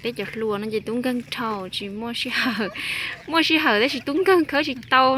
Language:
Hmong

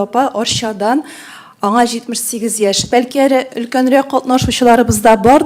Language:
Tatar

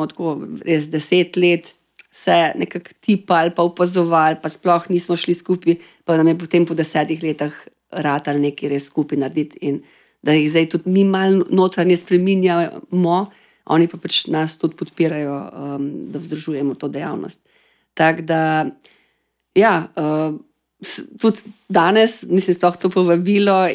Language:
Slovenian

